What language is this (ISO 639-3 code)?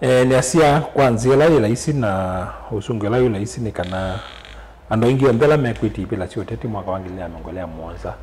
kam